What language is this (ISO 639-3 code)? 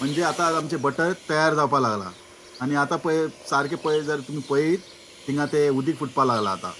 kok